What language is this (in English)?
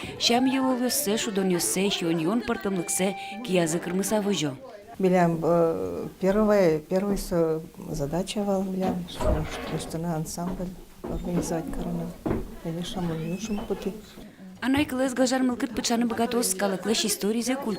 Udmurt